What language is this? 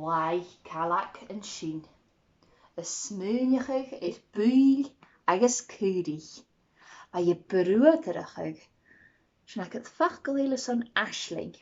Scottish Gaelic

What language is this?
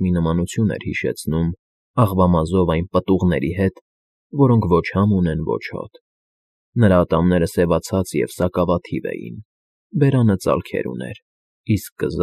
Armenian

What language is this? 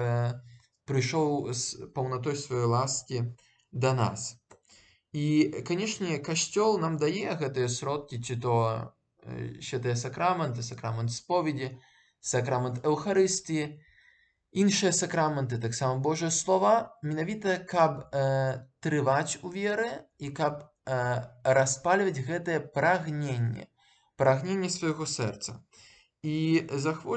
Belarusian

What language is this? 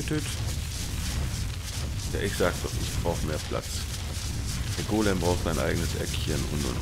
German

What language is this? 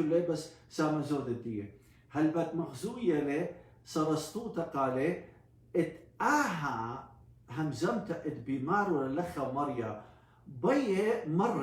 Assyrian Neo-Aramaic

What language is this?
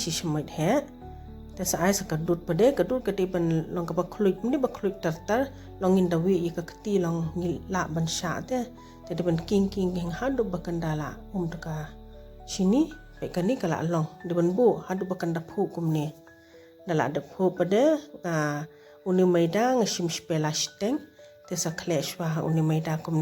Khasi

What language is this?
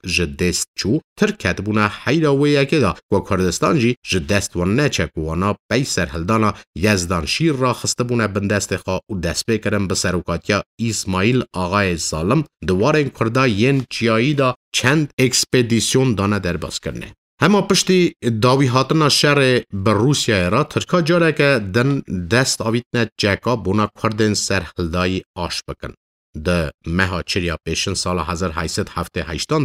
Kurdish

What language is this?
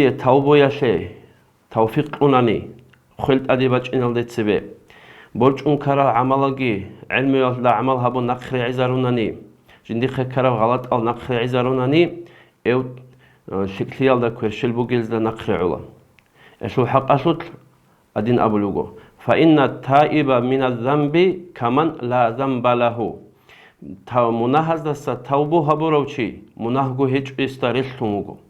Avaric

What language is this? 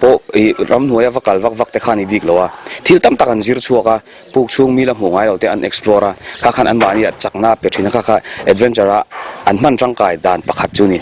Mizo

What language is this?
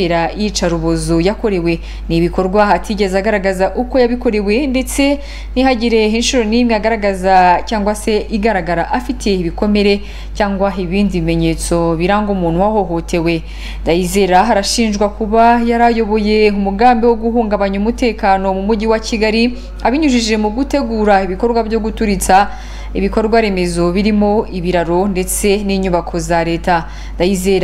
Kinyarwanda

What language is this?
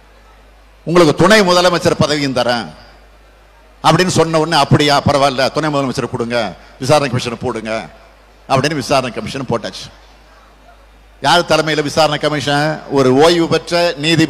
Tamil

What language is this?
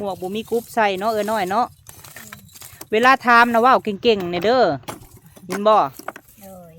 Lao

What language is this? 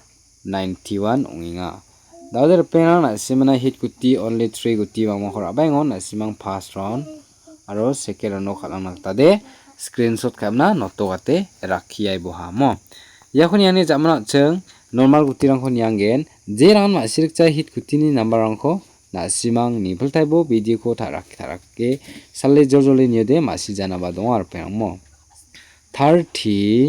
Garo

